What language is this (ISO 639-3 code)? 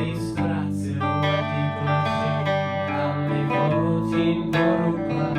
cym